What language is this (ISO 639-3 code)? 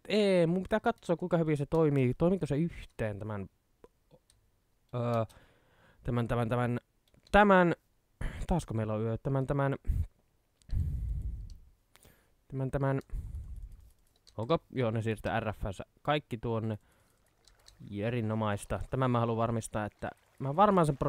fin